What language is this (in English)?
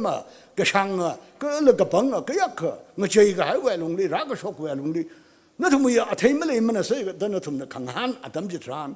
Tangkhul Naga (India)